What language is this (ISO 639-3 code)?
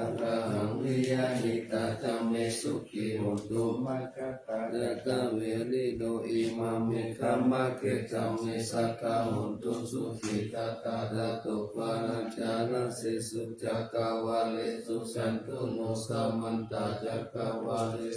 pli